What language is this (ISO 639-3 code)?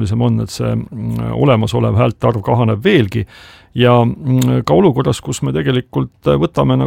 est